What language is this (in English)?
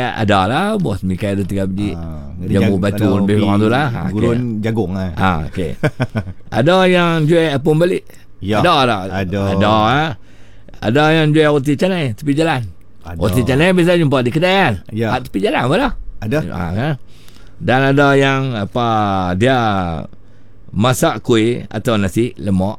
Malay